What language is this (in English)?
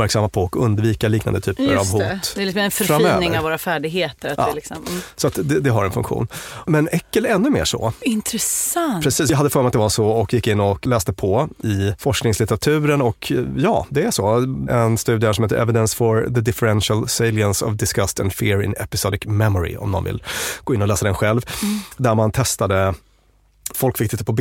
Swedish